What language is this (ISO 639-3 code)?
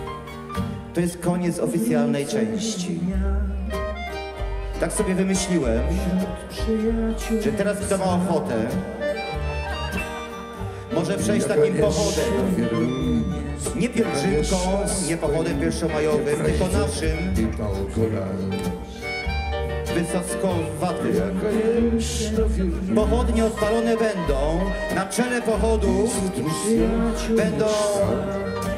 pol